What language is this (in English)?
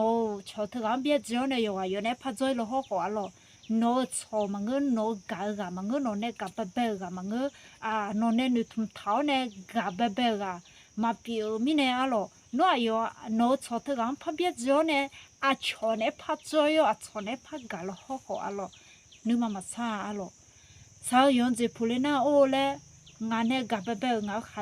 Akha